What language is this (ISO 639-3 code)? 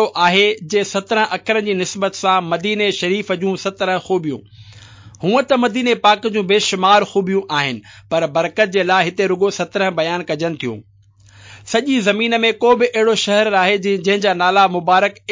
snd